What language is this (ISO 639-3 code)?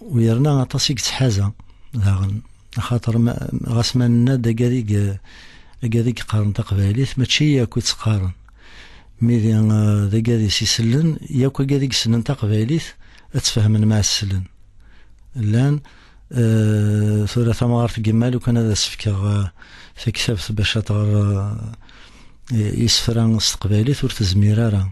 kab